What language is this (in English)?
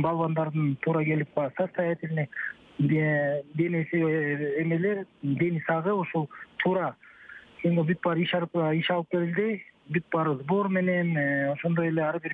Kyrgyz